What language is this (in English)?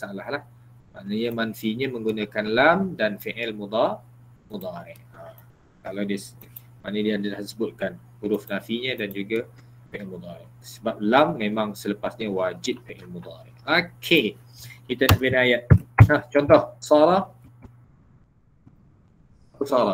Malay